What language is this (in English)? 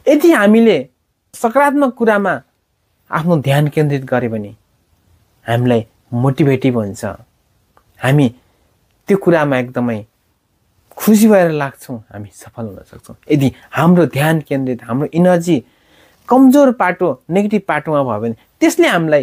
Nepali